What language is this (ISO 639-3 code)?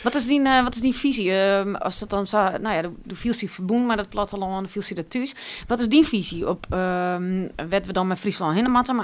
fry